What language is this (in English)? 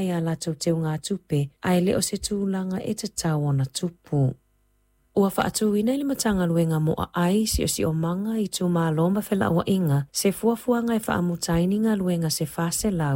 Samoan